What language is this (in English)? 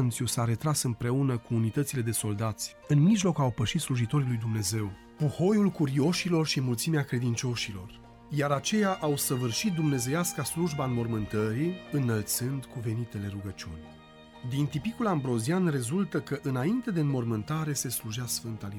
Romanian